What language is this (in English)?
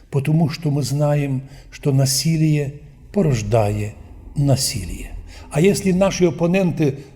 Rusyn